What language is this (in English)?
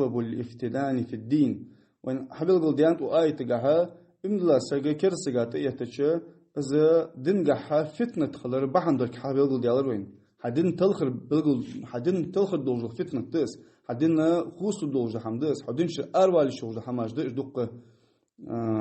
Ingush